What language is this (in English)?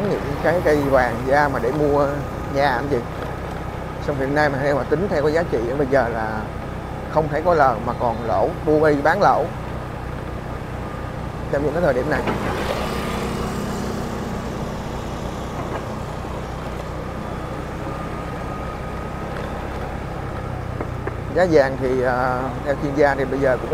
Vietnamese